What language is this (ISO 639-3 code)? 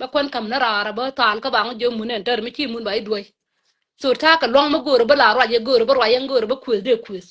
nus